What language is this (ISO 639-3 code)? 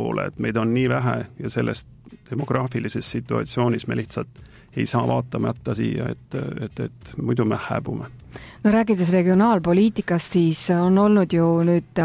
est